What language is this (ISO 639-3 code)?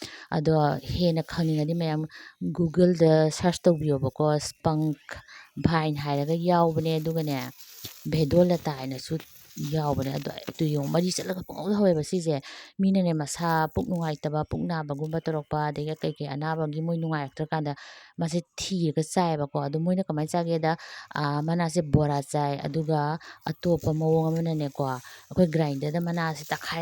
mni